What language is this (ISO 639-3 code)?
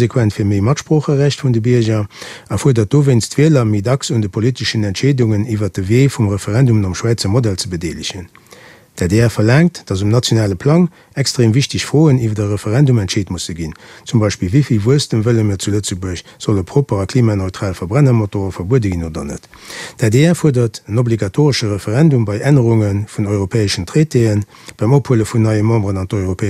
ltz